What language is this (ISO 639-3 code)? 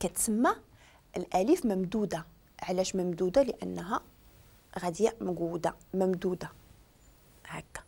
ary